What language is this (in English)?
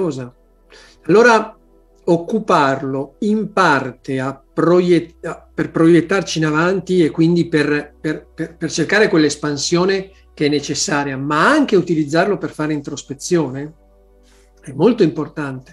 Italian